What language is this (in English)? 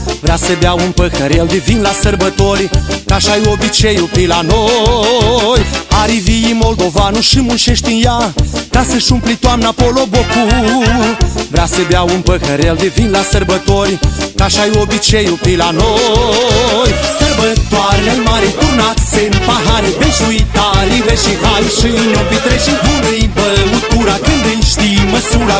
Romanian